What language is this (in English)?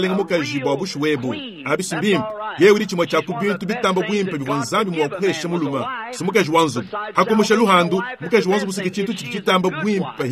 Luba-Lulua